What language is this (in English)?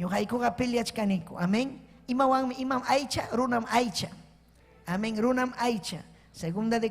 Ayacucho Quechua